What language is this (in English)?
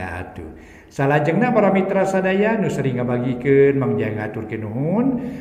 Sundanese